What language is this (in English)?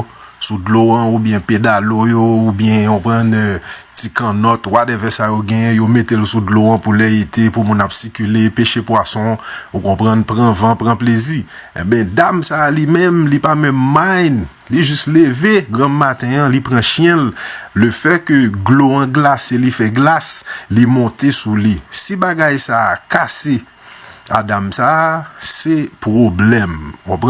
Haitian Creole